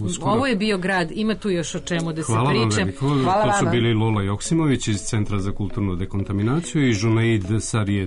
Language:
Serbian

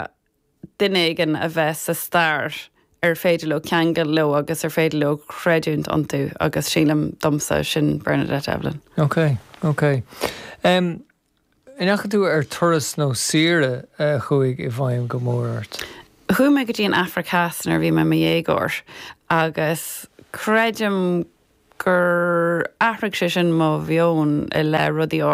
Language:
Irish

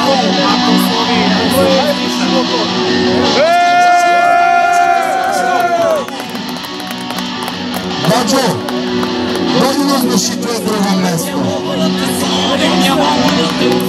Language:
Serbian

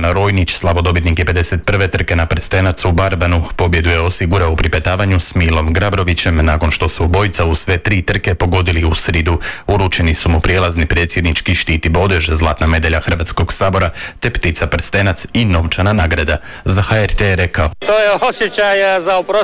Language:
Croatian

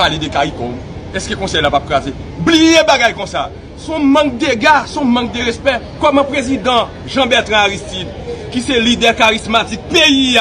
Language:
Haitian Creole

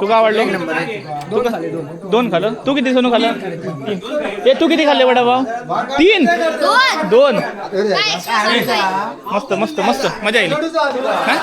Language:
Konkani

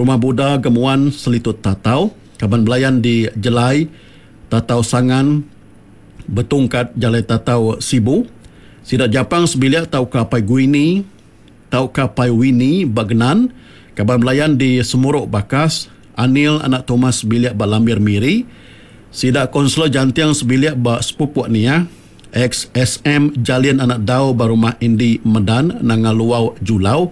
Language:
Iban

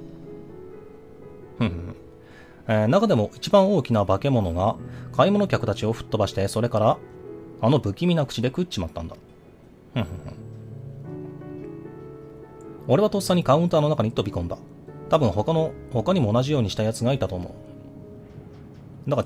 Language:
Japanese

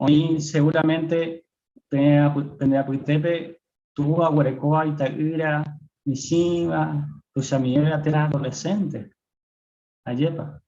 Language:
Guarani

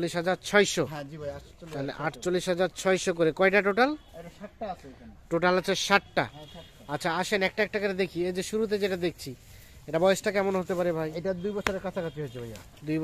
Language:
Bangla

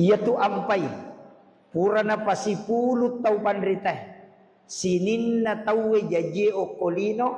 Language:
Buginese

